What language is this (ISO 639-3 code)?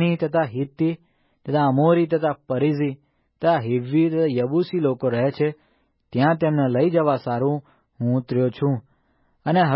guj